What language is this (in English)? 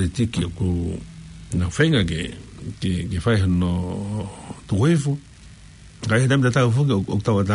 Tongan